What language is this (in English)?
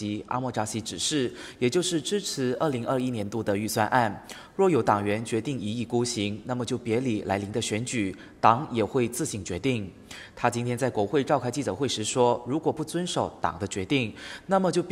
Chinese